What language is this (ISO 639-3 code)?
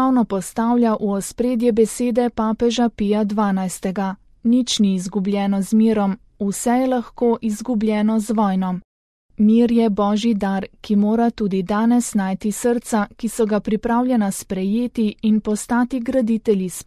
slv